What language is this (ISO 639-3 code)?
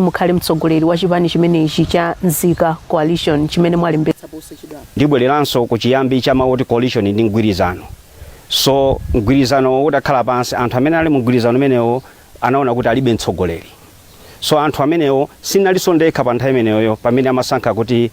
nya